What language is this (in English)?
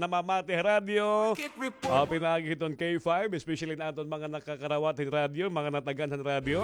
Waray